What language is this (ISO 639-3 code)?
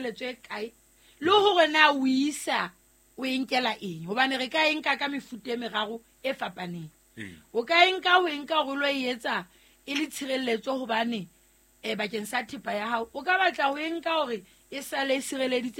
sot